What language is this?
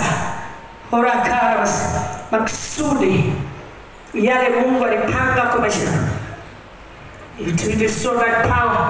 Swahili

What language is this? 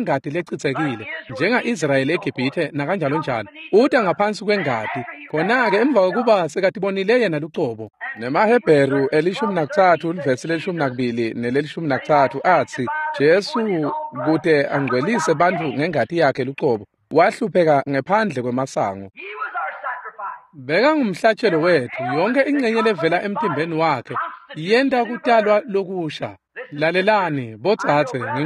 Swati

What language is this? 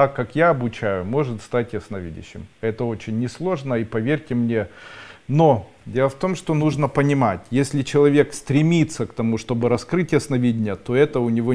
Russian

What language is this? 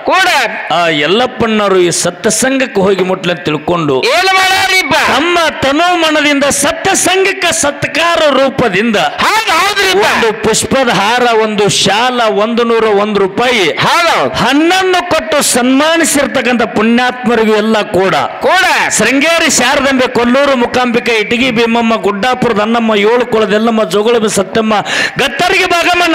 Kannada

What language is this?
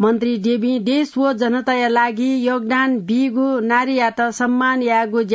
Newari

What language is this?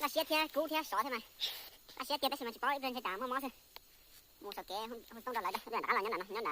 Hmong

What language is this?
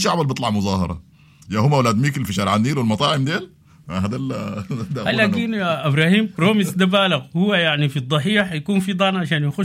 Sudanese Arabic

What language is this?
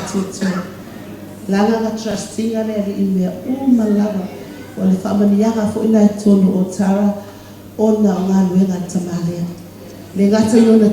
Samoan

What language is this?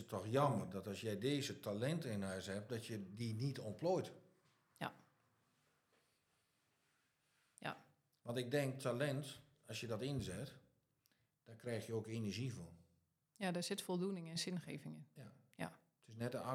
Dutch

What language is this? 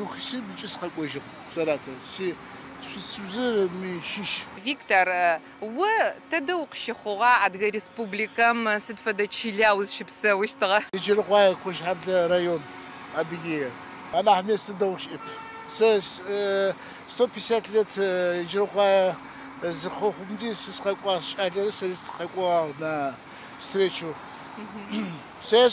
Adyghe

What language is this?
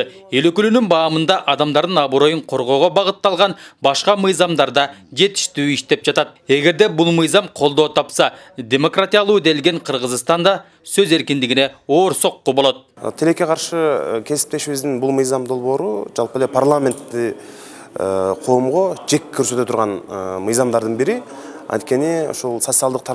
Kyrgyz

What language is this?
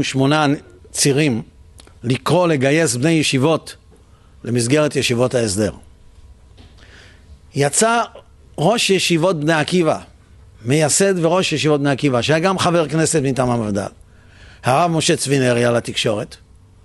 Hebrew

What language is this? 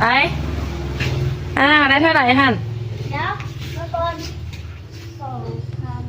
Lao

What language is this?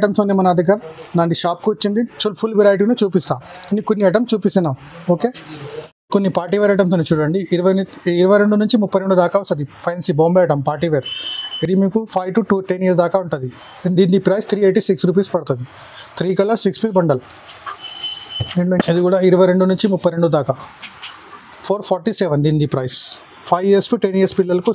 Telugu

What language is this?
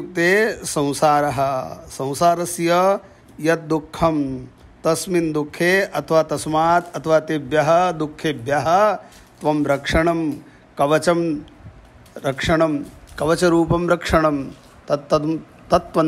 Sanskrit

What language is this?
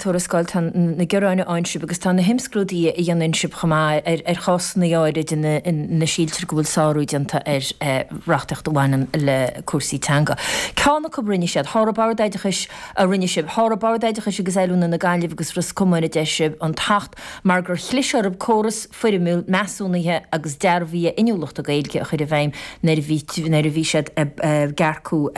Irish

